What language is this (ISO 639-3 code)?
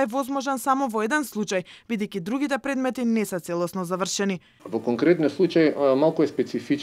mkd